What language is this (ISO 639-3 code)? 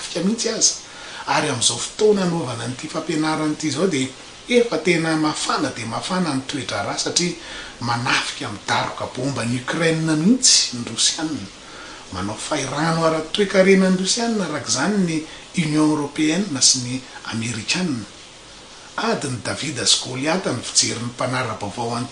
mlg